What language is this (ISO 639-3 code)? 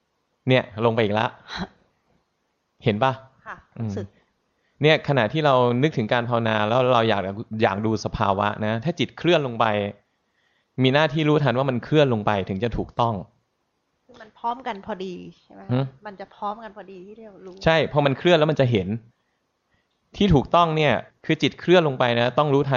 tha